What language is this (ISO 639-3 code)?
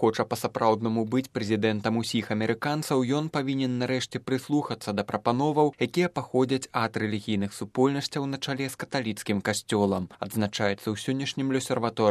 bel